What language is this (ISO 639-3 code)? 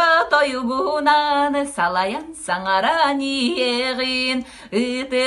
sah